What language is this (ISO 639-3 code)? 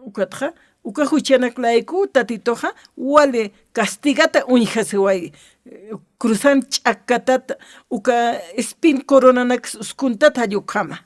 aym